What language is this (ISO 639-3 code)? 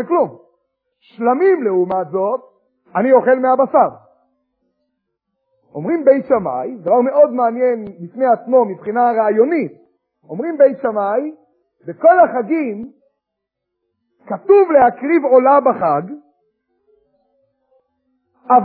heb